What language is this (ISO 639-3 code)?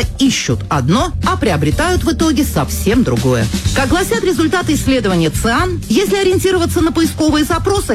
rus